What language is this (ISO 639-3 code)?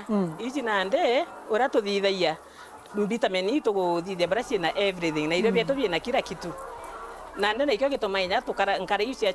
mer